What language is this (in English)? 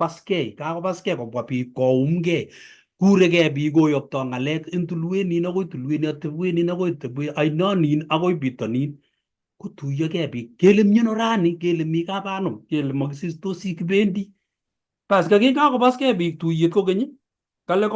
Kalenjin